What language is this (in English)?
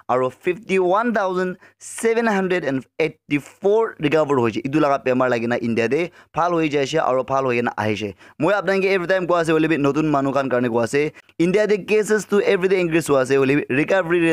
Naga Pidgin